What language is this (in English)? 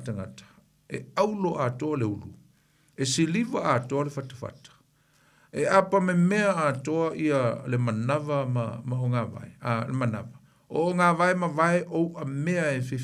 Samoan